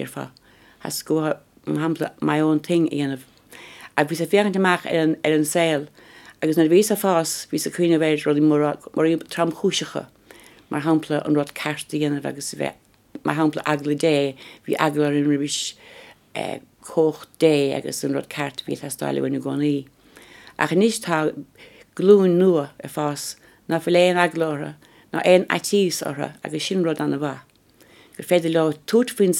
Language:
Irish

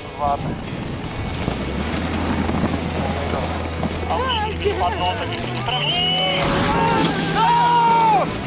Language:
Czech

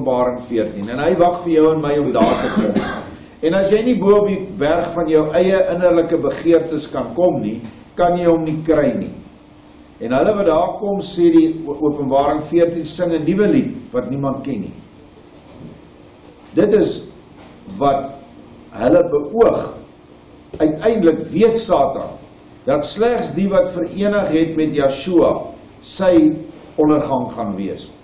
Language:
Afrikaans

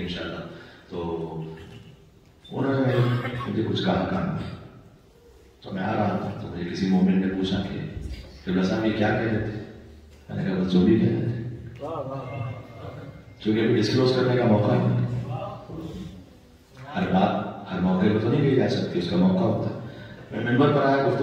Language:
Urdu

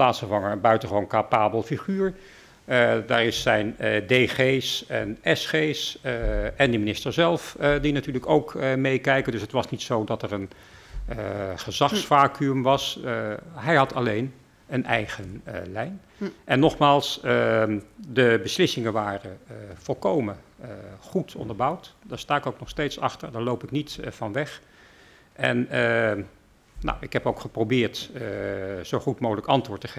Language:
Dutch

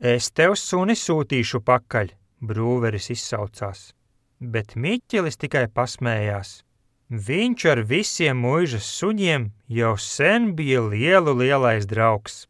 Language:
Latvian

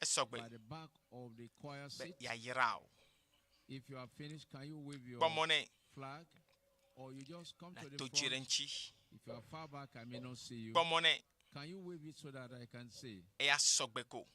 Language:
Ewe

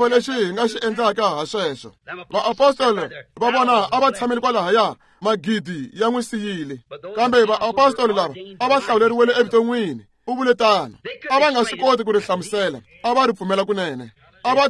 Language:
Tsonga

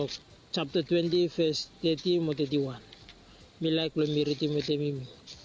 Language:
Bislama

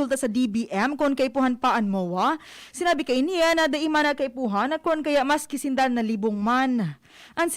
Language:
Bikol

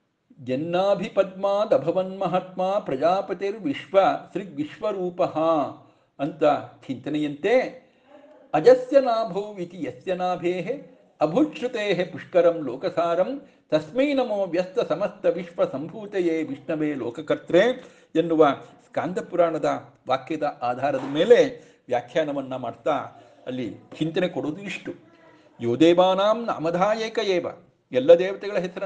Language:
Kannada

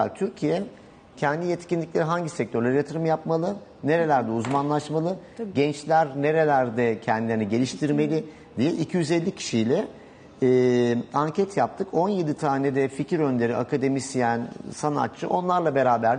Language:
Turkish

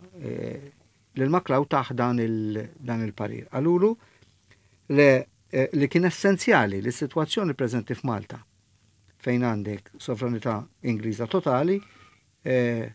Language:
Maltese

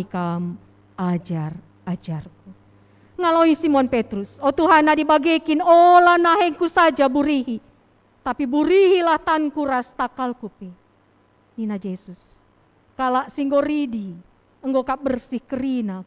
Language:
Batak Karo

